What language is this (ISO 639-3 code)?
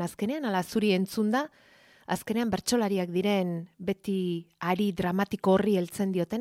eus